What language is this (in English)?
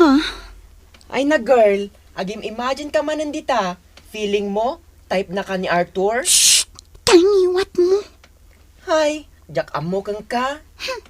Iloko